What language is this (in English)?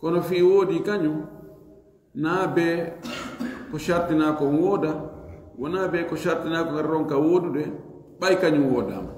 Fula